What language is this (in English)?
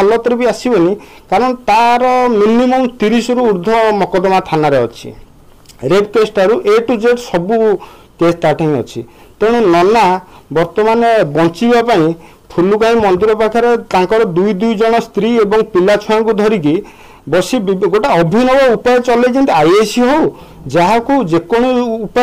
Odia